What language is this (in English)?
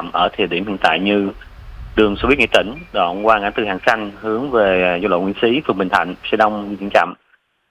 Vietnamese